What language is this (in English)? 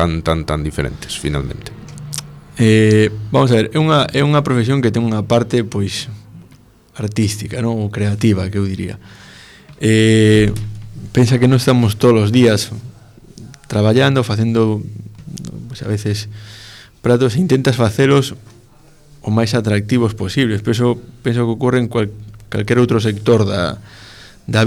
Galician